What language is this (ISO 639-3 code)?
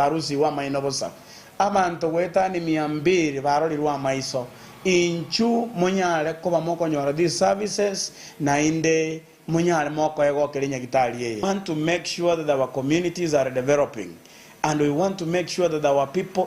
guz